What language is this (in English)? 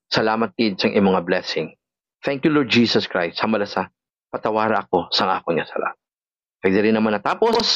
Hiligaynon